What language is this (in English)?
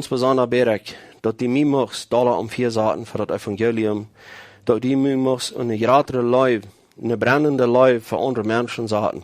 Plautdietsch